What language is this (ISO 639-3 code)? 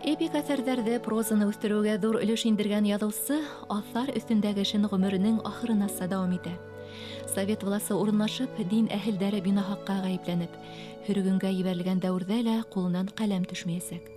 bak